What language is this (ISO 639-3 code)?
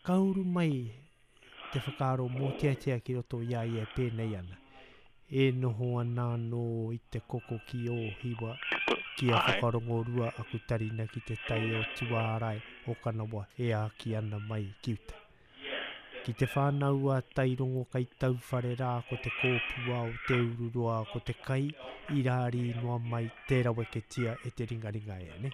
mri